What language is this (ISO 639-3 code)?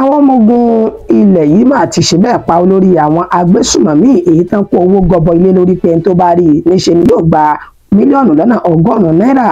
yor